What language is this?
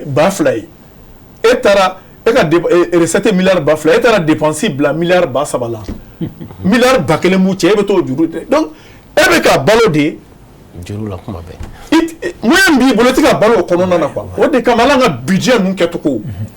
Bambara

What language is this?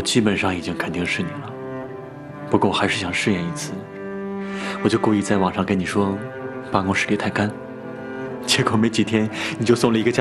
Chinese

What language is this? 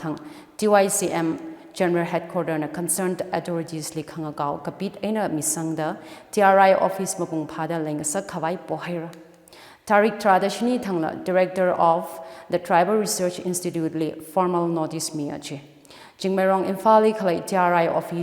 Tangkhul Naga (India)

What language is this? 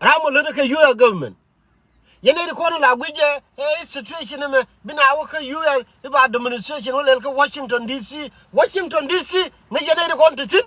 Nuer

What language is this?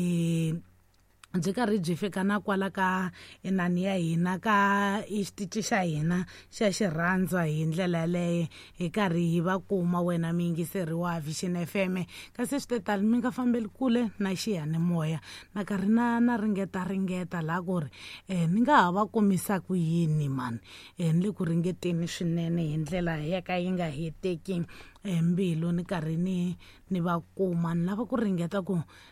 Tsonga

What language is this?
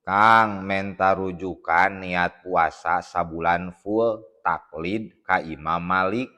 Sundanese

